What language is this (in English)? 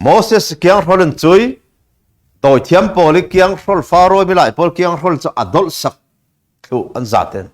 Falam Chin